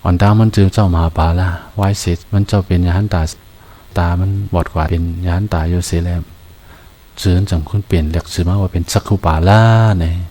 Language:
Shan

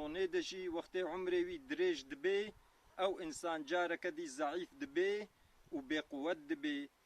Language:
Kurdish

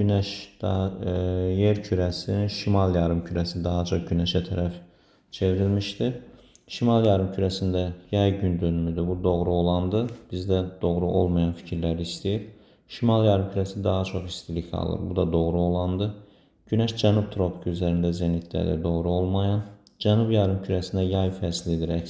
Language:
Azerbaijani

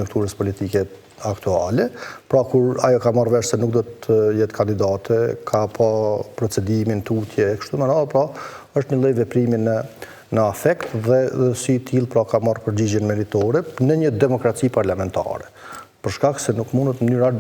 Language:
Albanian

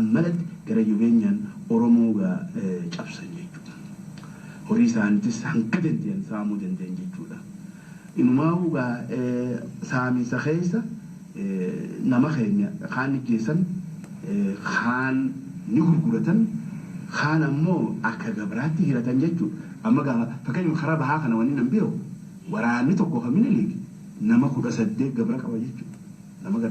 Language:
Oromo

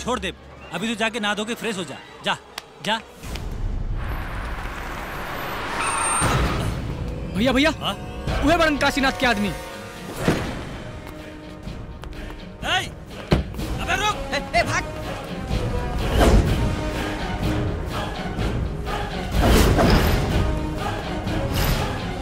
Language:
Bhojpuri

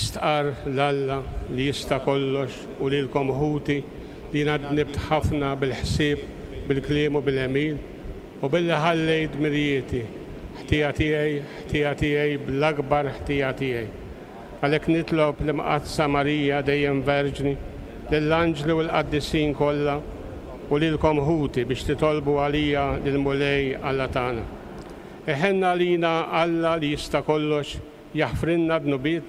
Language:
Maltese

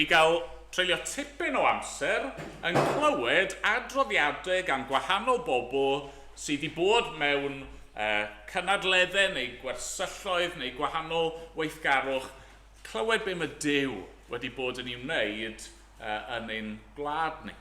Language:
Welsh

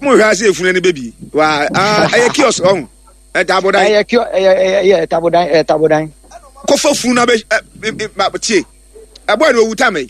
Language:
Akan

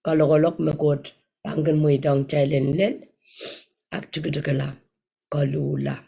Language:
Pohnpeian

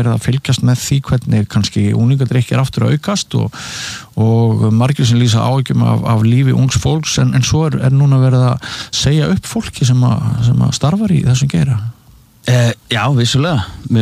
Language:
Icelandic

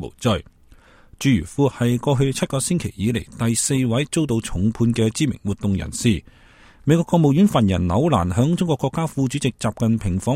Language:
Cantonese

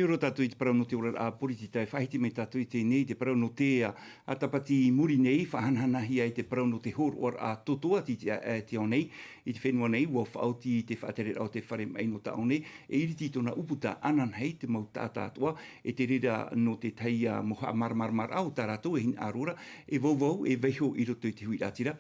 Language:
Tahitian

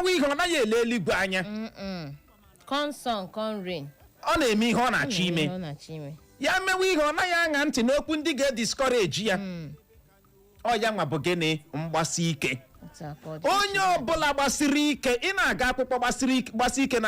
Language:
Igbo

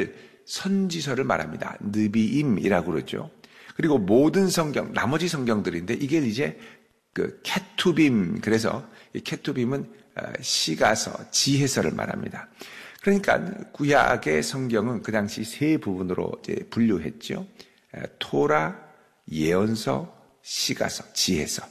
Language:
Korean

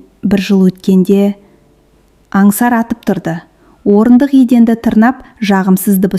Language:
Kazakh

